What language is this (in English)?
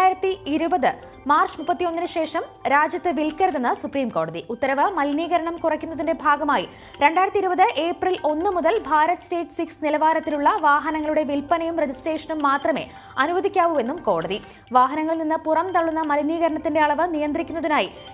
Malayalam